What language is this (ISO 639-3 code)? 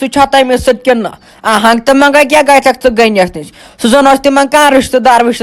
kas